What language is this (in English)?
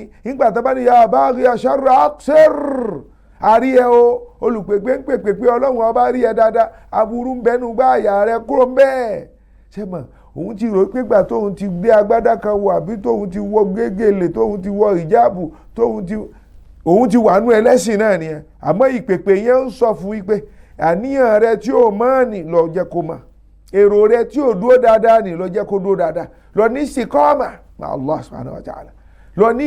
Yoruba